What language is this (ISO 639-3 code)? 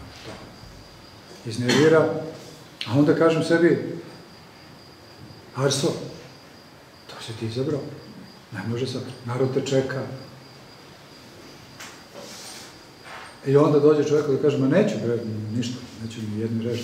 srp